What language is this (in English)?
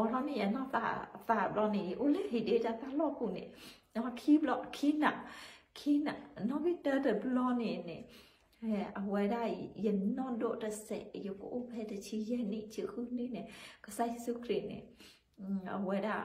S'gaw Karen